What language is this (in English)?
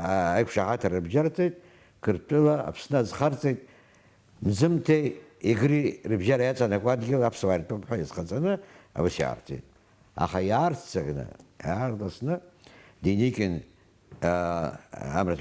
Abkhazian